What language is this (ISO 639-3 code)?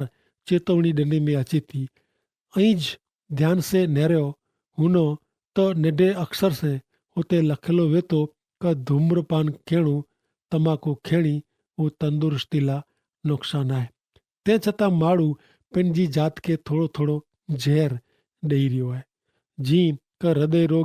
kfr